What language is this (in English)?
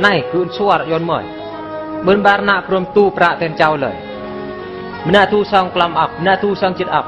Eastern Bru